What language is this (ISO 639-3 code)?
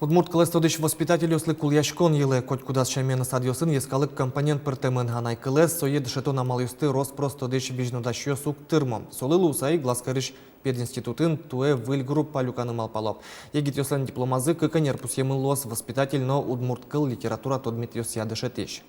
udm